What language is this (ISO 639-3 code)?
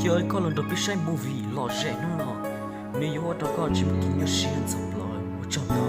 hmn